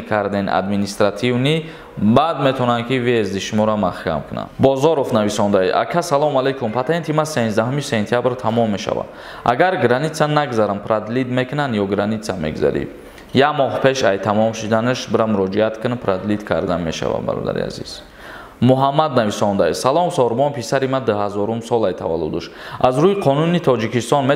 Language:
Tajik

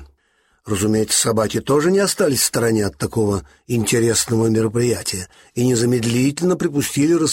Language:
Russian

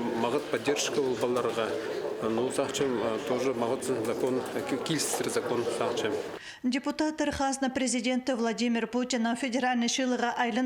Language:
Khakas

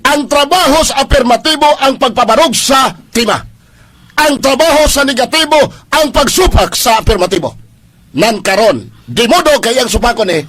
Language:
Cebuano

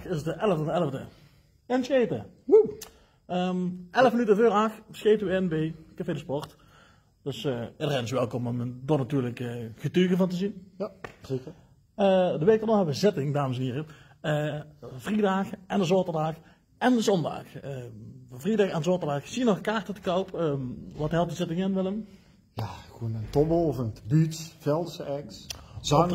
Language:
Limburgish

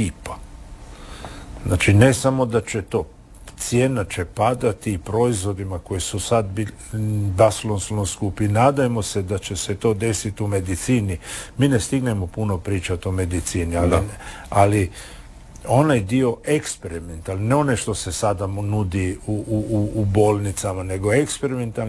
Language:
Croatian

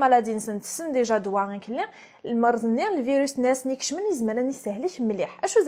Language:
Kabyle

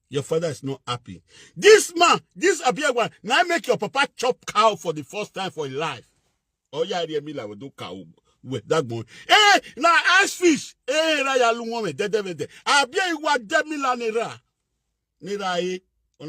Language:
Nigerian Pidgin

